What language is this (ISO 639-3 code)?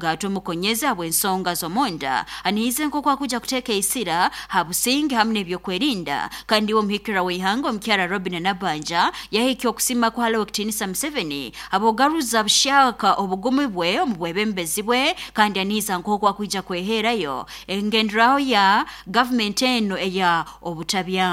nyo